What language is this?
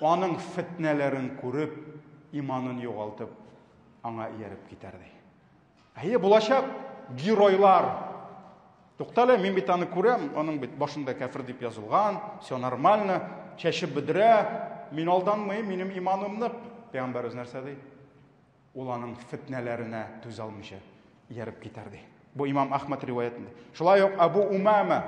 Tatar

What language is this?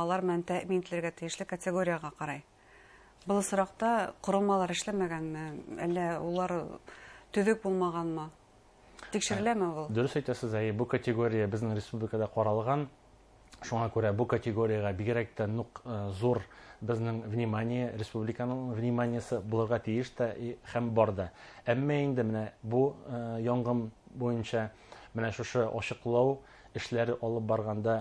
Bashkir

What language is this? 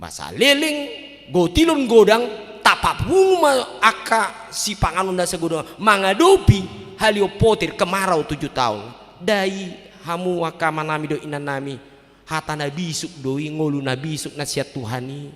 Batak Toba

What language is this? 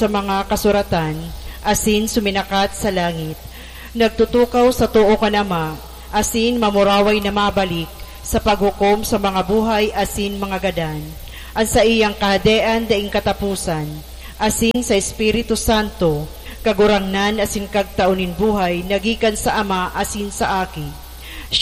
Bikol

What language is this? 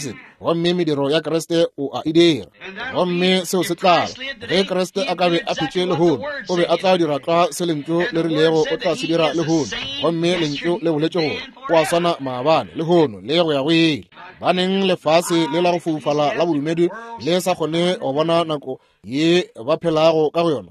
Northern Sotho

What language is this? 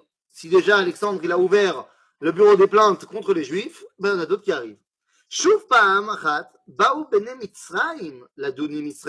French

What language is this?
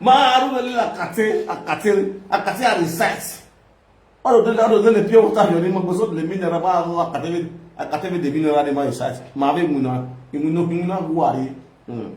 Nigerian Pidgin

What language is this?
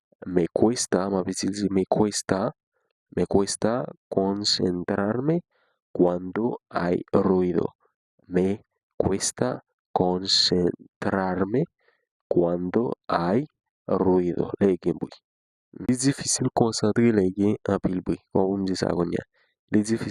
Haitian Creole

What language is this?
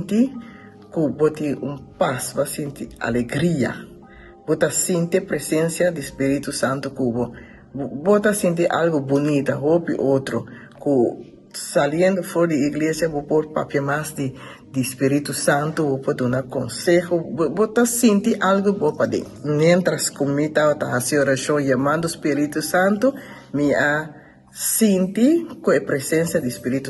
Papiamento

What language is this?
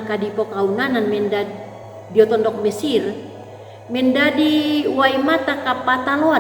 Toraja-Sa'dan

